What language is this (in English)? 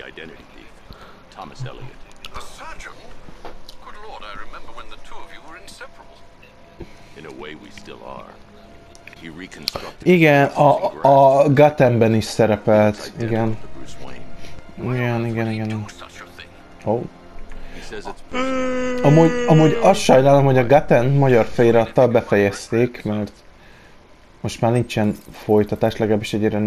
Hungarian